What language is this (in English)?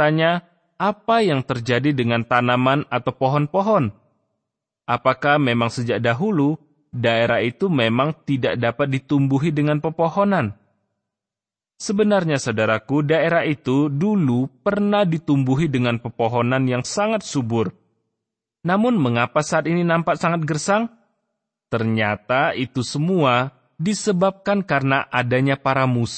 Indonesian